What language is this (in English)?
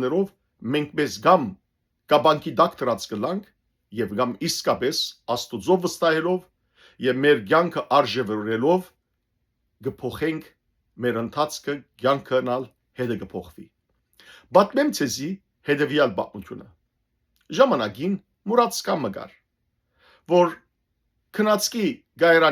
Western Armenian